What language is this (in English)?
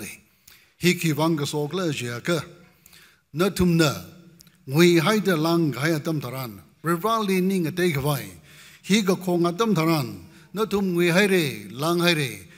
Tangkhul Naga (India)